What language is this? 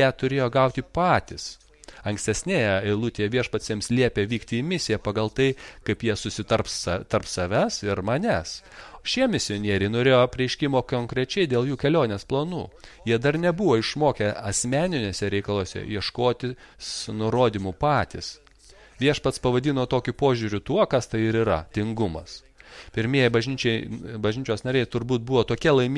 Lithuanian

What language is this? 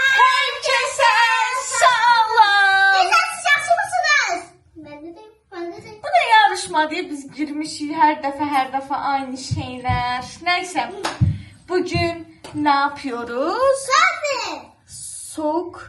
Azerbaijani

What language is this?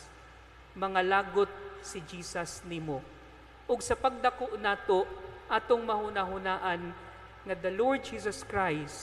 Cebuano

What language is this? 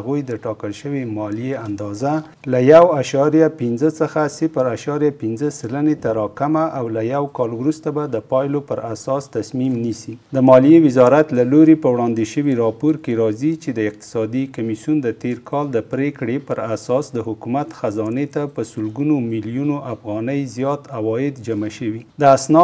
Pashto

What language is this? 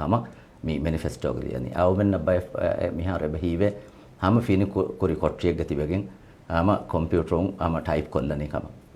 Divehi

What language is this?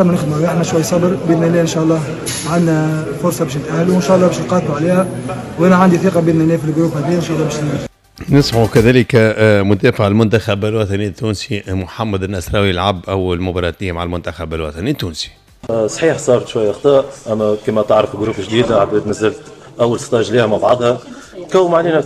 Tunisian Arabic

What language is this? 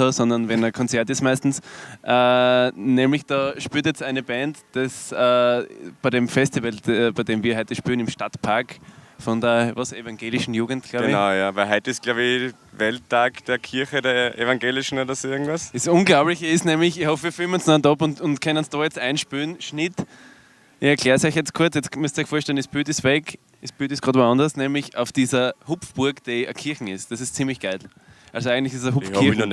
Bavarian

